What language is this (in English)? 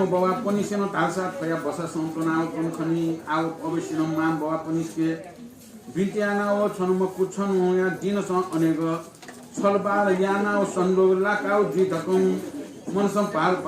Newari